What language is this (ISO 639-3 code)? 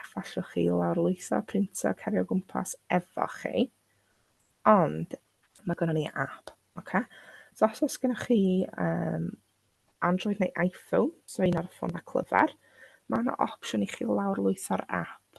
cym